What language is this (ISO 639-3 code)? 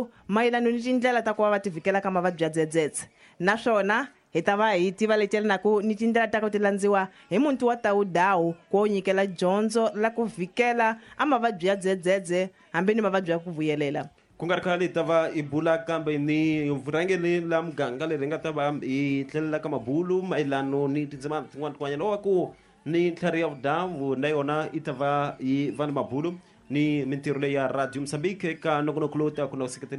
tso